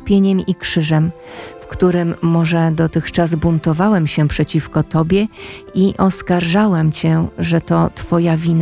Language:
Polish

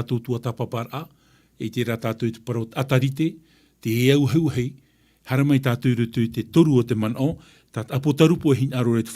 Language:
Tahitian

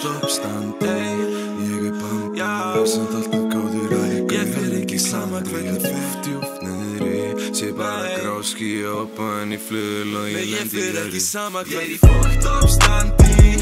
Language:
Icelandic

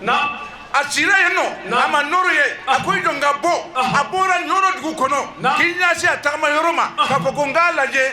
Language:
Bambara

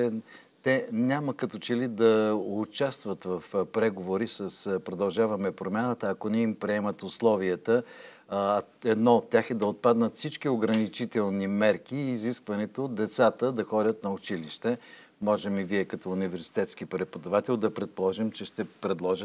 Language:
Bulgarian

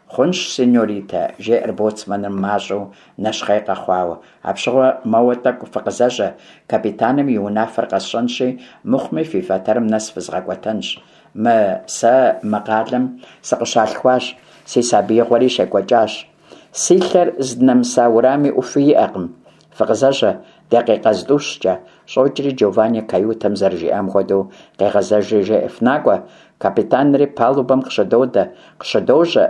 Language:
Kabardian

